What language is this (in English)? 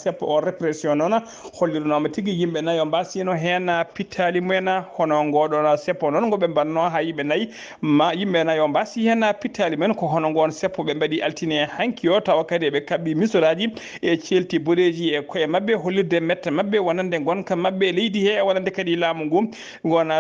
Fula